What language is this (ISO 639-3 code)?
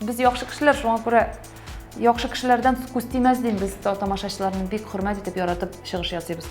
tat